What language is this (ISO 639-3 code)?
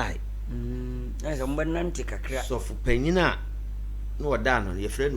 aka